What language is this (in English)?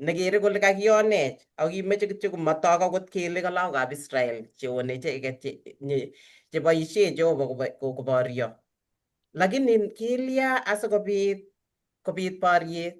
Kalenjin